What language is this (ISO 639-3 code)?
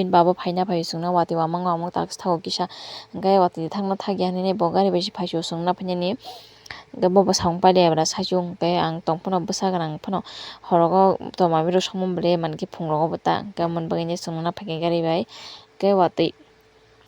trp